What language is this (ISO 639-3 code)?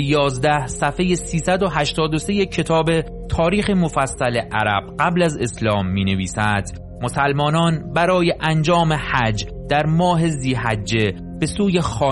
fas